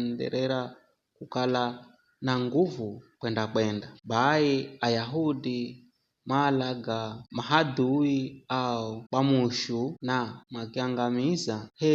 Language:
Giryama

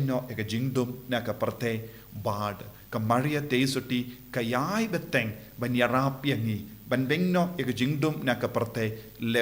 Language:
Khasi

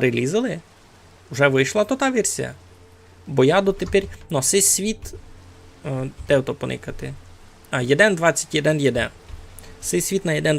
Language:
Rusyn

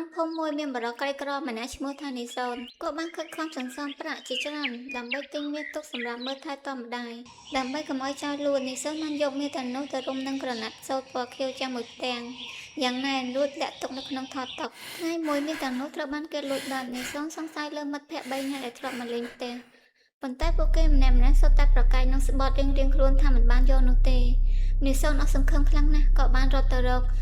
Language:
Khmer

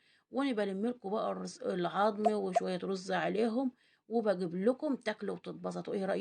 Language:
Egyptian Arabic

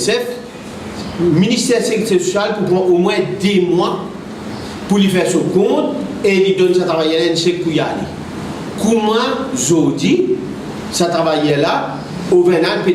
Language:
Morisyen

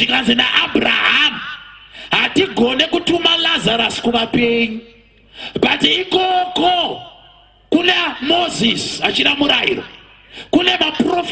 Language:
Shona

